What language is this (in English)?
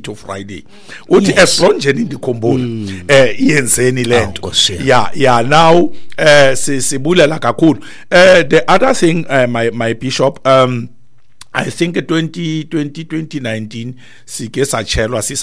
Xhosa